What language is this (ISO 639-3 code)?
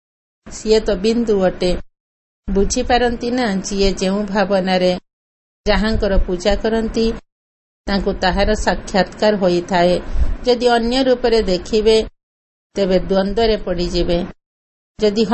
ori